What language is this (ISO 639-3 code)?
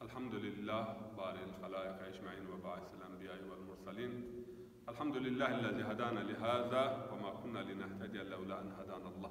zza